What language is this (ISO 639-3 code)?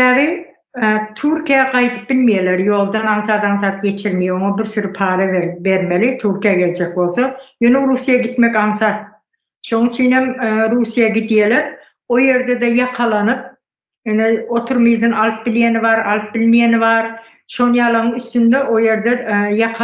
tuk